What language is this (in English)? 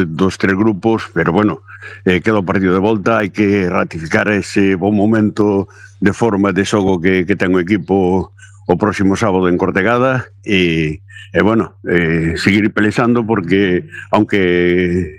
Galician